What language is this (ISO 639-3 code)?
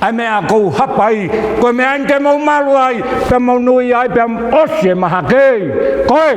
ton